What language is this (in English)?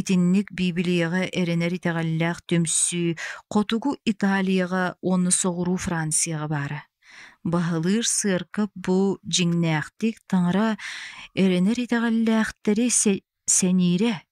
Yakut